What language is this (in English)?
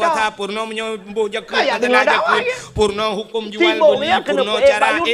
Achinese